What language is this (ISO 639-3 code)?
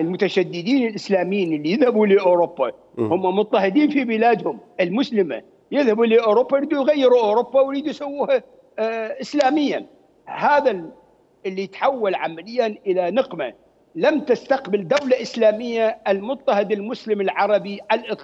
acm